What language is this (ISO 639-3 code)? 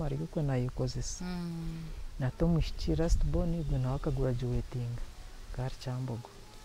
nyn